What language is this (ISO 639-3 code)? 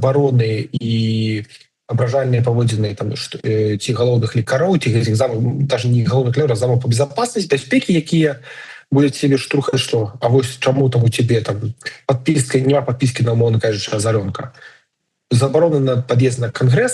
bel